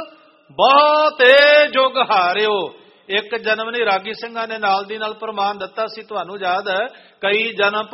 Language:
Punjabi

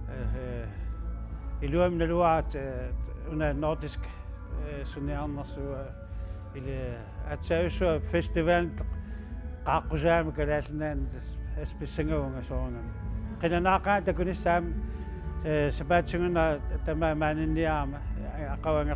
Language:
Kalaallisut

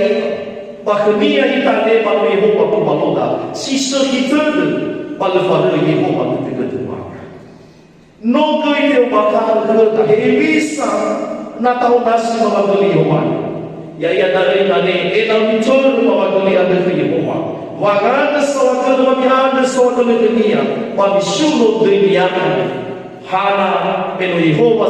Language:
Nias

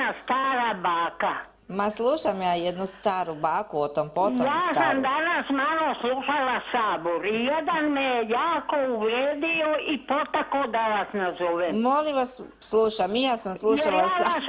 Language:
Croatian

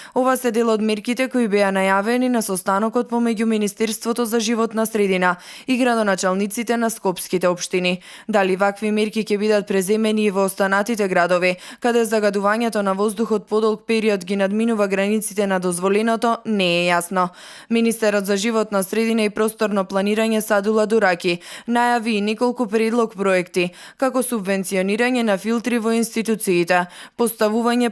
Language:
Macedonian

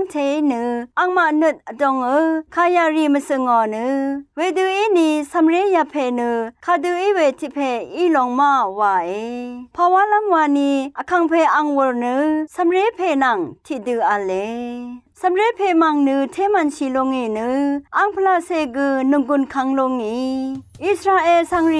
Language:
Rawang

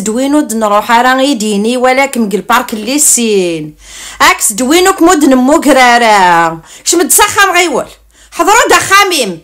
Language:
Kabyle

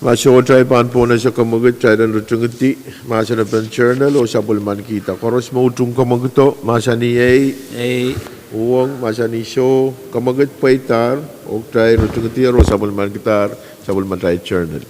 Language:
Pohnpeian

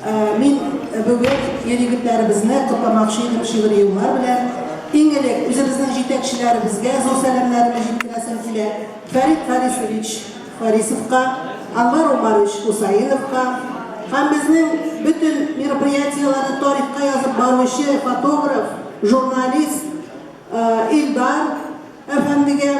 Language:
Tatar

